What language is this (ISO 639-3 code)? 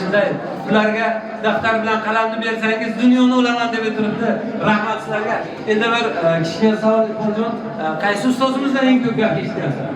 uzb